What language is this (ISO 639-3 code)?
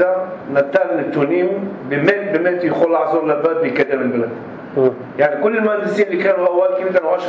apc